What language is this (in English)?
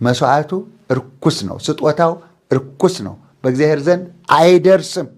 Amharic